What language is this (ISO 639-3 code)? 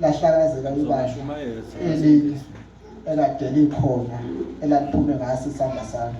zul